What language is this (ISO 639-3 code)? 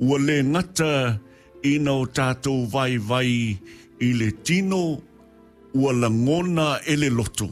smo